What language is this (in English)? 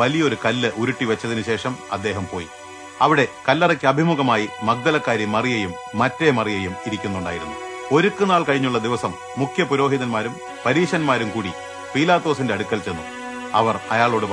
Malayalam